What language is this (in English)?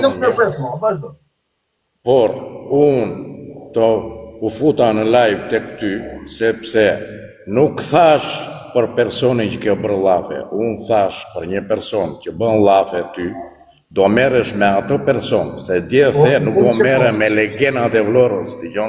Albanian